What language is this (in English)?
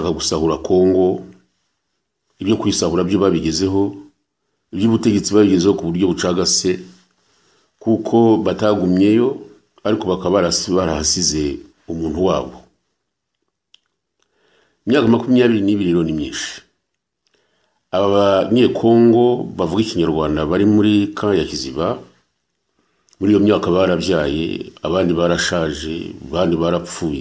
Kinyarwanda